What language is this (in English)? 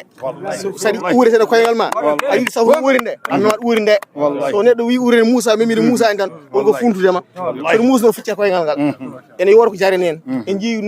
Fula